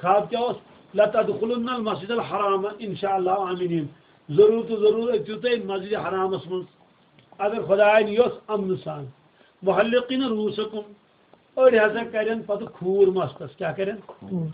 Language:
Kashmiri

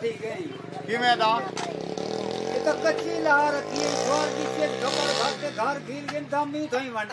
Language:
Saraiki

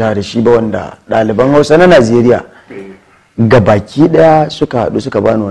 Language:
Hausa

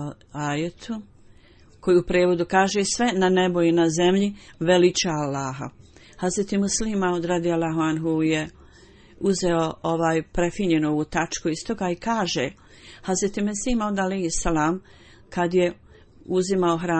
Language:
Bosnian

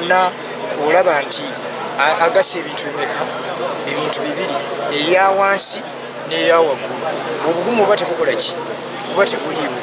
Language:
Ganda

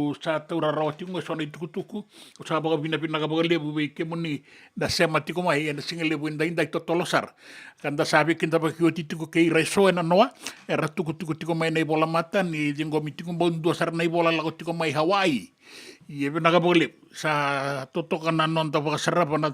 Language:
Fijian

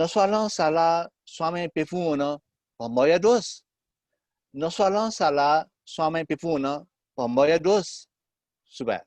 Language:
Newari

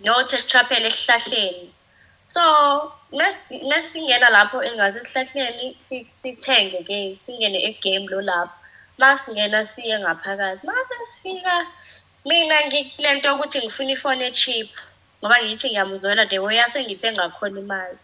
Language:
Zulu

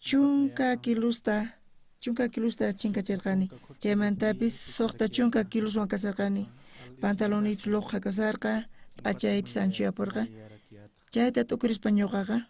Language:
South Bolivian Quechua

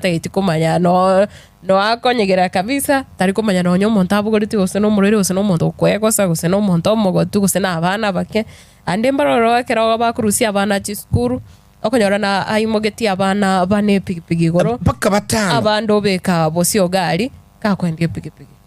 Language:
Gusii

